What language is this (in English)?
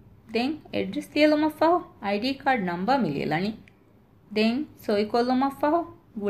Divehi